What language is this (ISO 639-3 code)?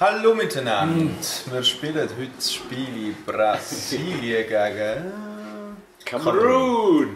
gsw